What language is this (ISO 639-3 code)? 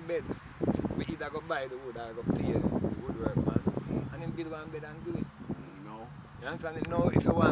jam